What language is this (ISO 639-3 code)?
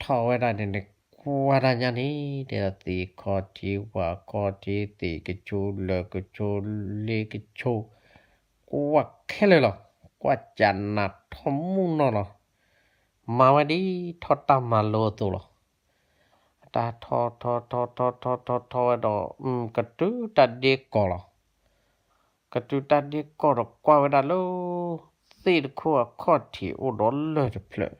ksw